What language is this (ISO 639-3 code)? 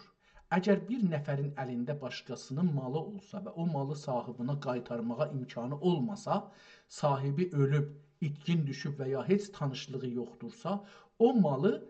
azb